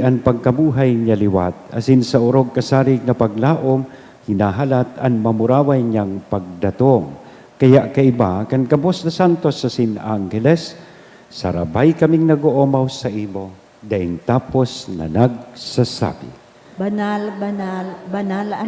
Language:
Bikol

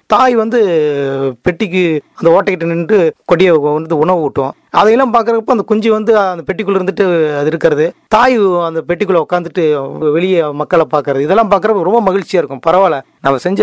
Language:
Tamil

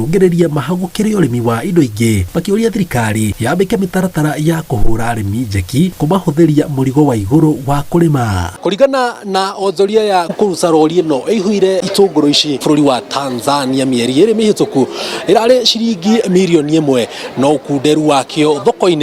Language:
Kikuyu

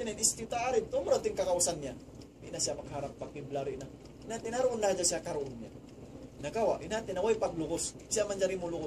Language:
Tausug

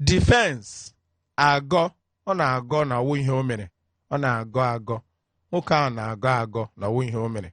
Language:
Igbo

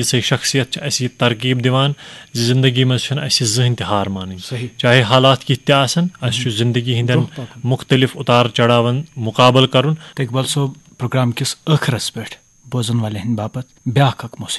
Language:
Kashmiri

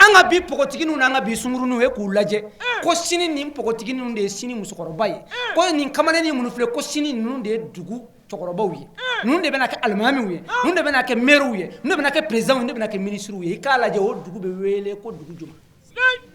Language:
Bambara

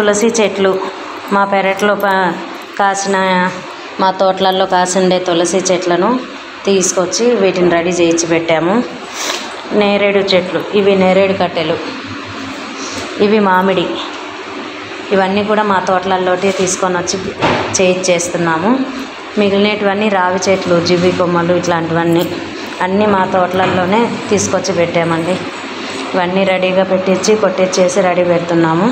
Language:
Telugu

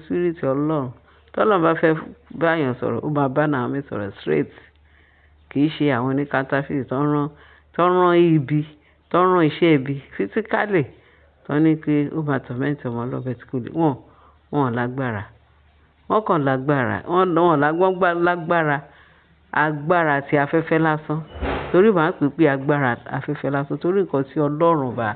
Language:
Yoruba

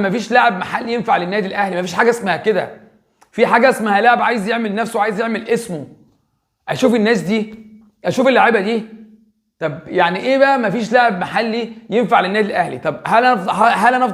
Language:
Egyptian Arabic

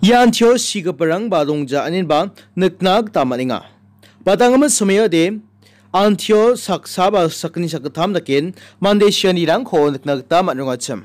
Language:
Garo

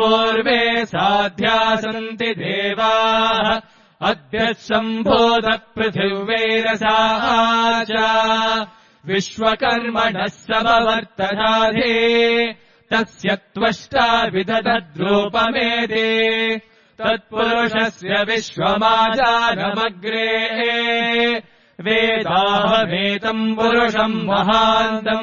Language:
Sanskrit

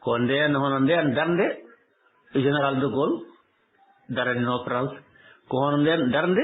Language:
Fula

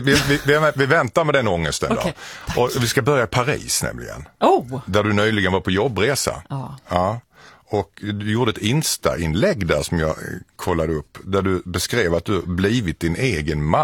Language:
Swedish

